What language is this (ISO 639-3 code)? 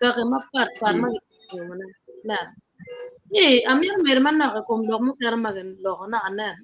ach